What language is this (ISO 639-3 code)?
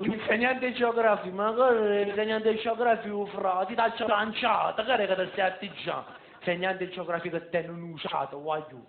nap